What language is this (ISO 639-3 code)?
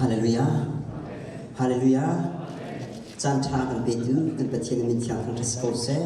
cnh